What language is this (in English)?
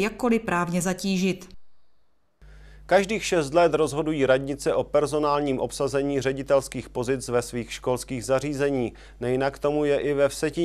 Czech